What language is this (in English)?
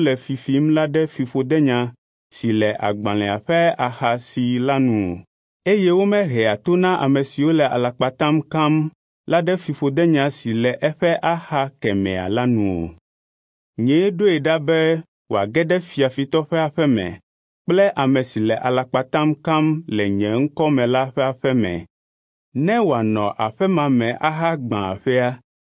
Ewe